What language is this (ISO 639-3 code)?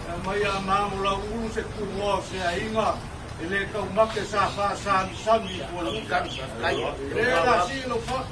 smo